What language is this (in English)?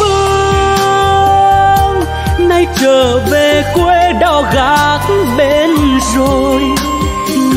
Vietnamese